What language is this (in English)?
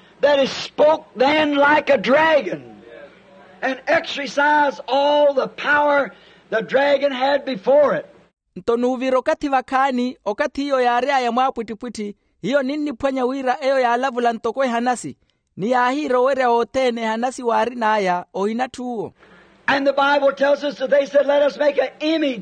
Makhuwa